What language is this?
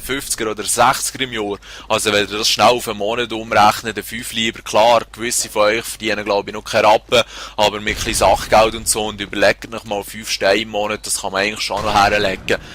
Swiss German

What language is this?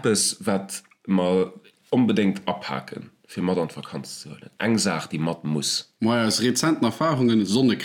Luxembourgish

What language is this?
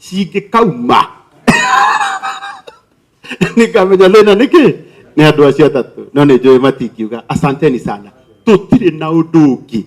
Kikuyu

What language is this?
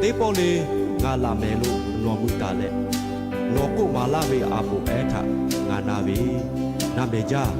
Lahu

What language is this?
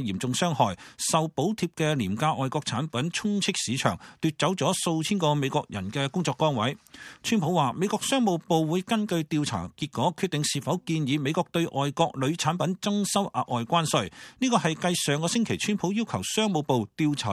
Cantonese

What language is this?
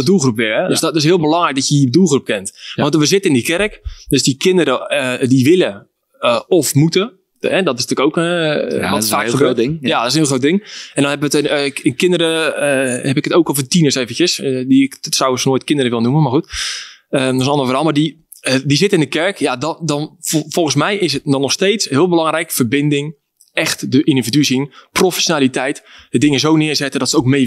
Dutch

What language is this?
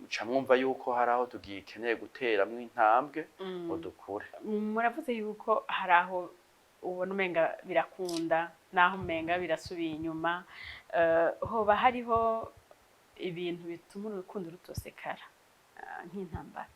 Rundi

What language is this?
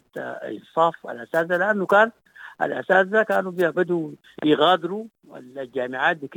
Sudanese Arabic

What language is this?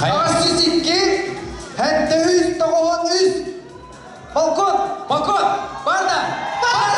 Yakut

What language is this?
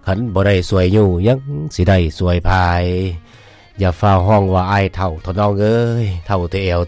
Lao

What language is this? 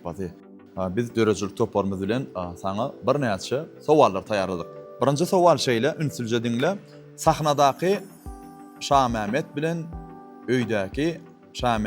Turkmen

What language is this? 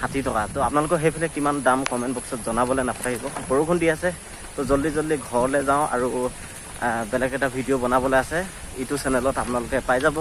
Assamese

